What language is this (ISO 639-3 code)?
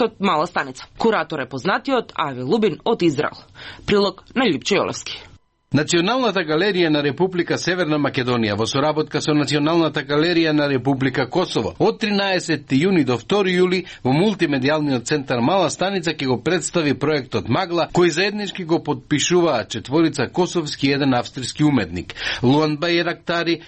mkd